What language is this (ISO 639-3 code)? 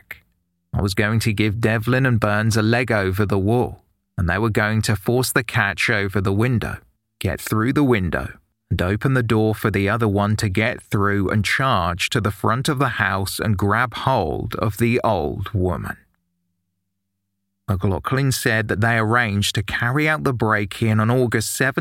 eng